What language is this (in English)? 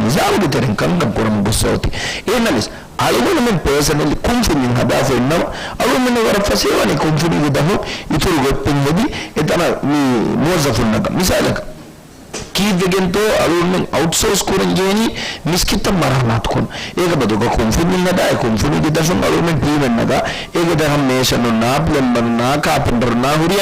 Divehi